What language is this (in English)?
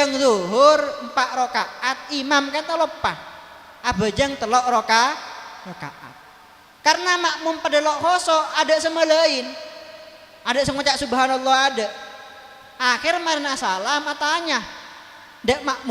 Madurese